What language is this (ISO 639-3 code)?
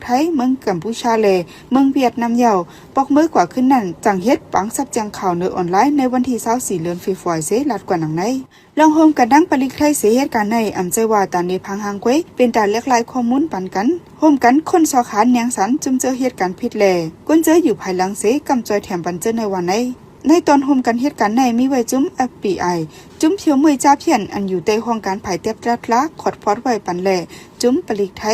shn